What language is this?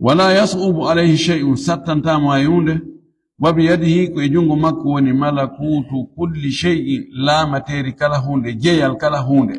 Fula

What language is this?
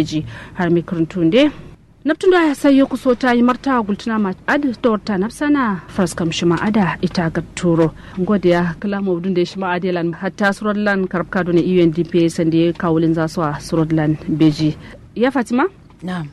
Kanuri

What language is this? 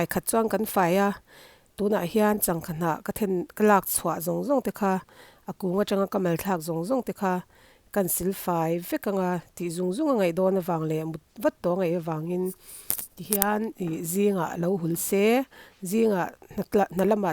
Mizo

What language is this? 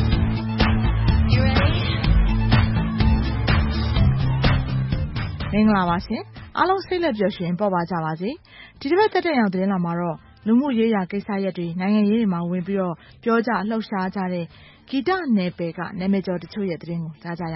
Burmese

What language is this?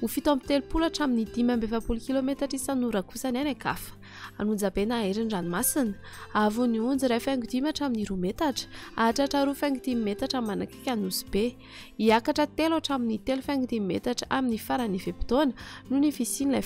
Malagasy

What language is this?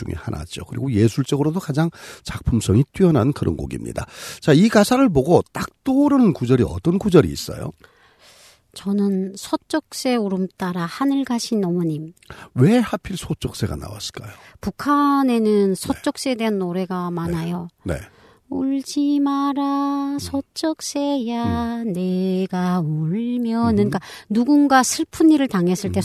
Korean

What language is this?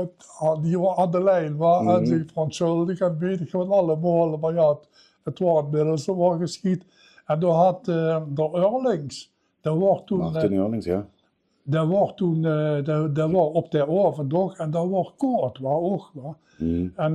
Limburgish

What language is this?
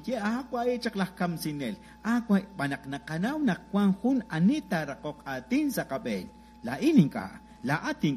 Kekchí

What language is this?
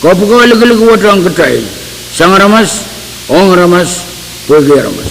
Pohnpeian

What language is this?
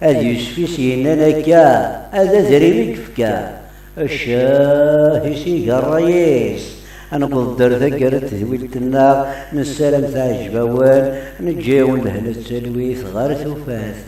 Kabyle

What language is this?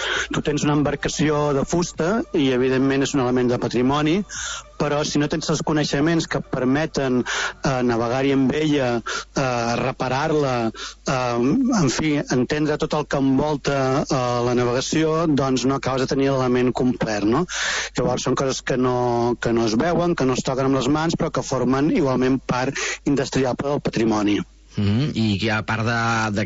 Catalan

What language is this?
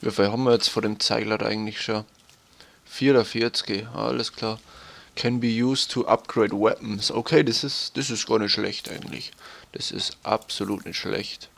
Bavarian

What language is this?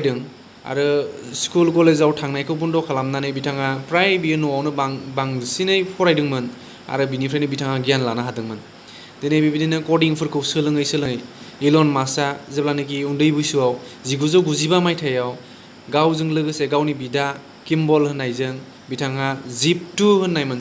Bodo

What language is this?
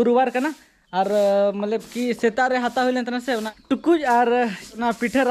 Santali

